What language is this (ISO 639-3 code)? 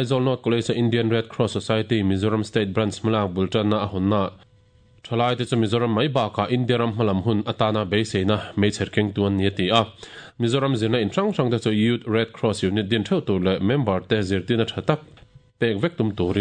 lus